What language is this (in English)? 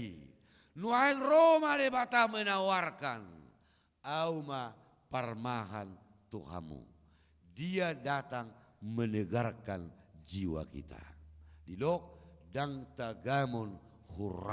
Batak Toba